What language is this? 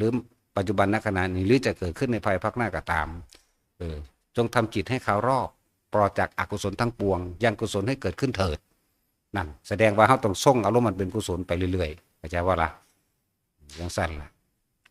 Northeastern Thai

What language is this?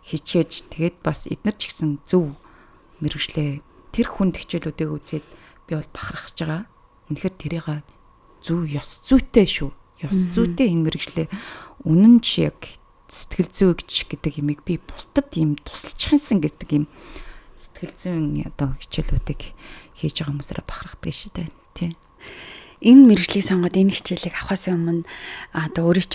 Mongolian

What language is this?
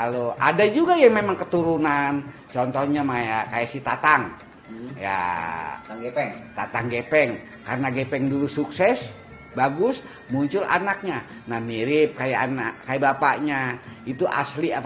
Betawi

